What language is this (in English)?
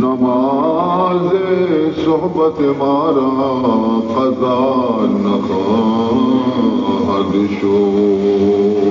Baluchi